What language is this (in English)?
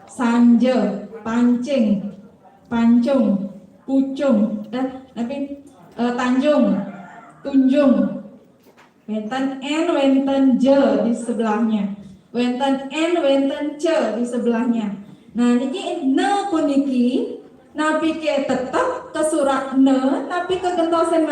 Balinese